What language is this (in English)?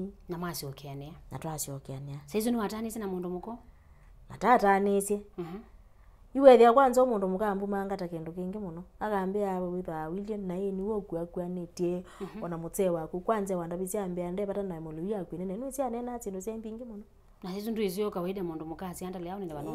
Kamba